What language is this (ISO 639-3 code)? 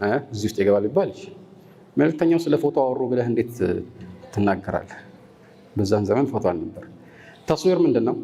amh